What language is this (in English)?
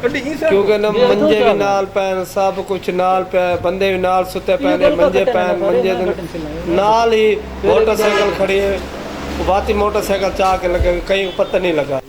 Saraiki